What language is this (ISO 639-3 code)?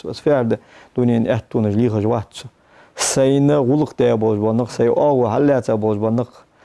inh